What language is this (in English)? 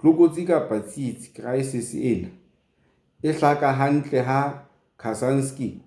Southern Sotho